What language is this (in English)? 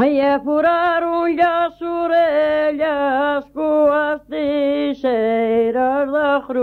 Galician